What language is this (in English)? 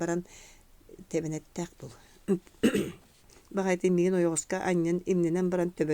Yakut